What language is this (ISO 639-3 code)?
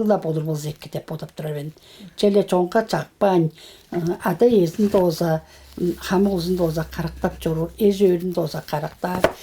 tyv